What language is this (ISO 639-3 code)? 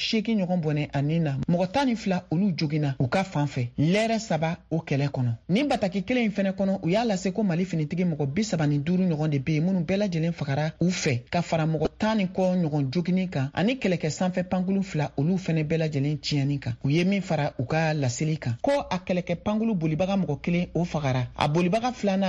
bam